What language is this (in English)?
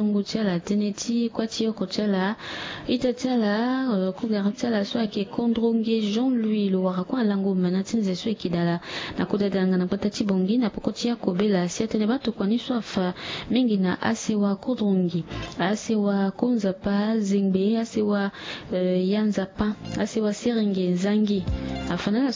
Sango